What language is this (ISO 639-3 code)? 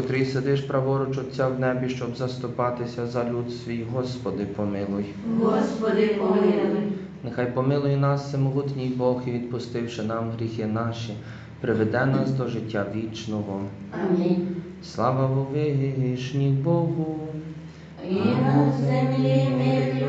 ukr